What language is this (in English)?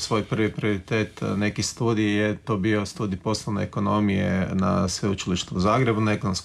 Croatian